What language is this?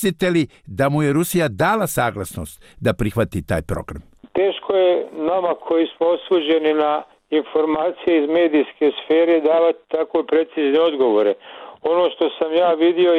Bosnian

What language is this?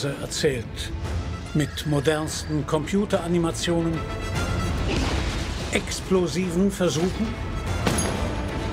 German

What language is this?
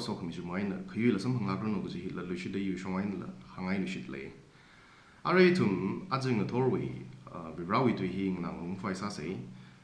Tangkhul Naga (India)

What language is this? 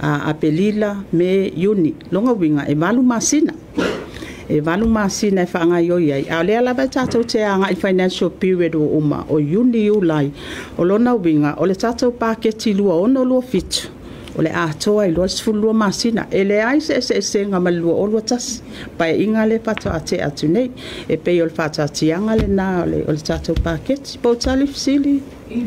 Samoan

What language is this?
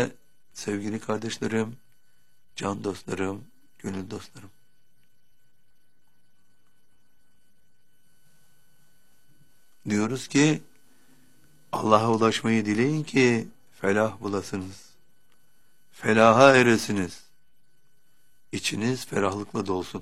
Turkish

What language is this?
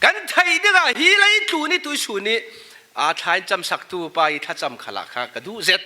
Falam Chin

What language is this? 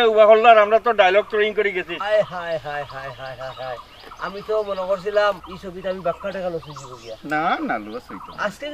Sylheti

